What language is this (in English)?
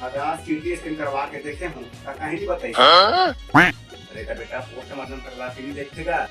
Chhattisgarhi